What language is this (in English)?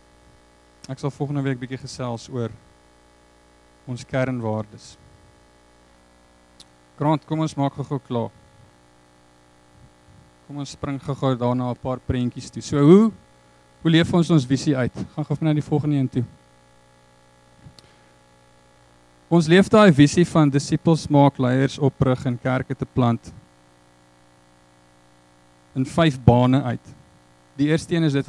Afrikaans